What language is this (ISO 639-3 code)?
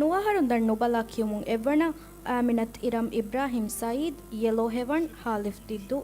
div